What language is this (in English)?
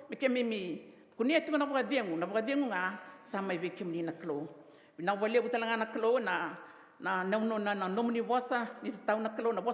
Fijian